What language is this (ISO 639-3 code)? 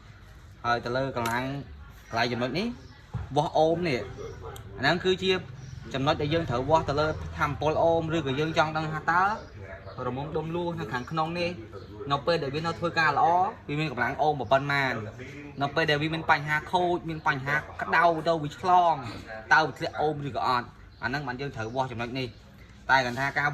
khm